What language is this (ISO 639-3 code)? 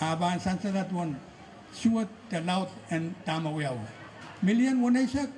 pon